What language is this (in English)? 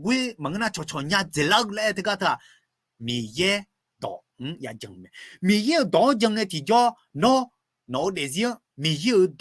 Akha